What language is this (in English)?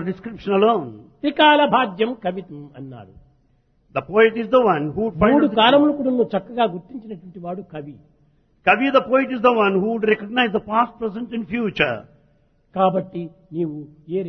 Telugu